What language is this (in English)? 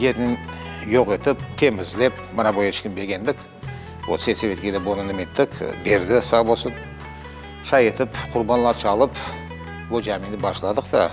Crimean Tatar